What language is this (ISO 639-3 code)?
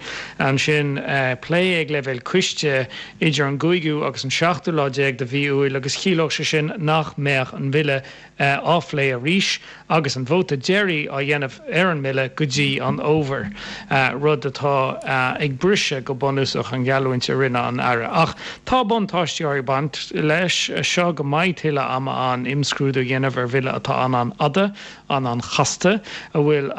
gle